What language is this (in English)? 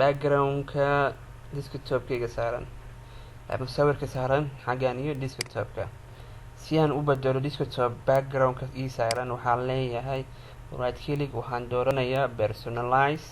Somali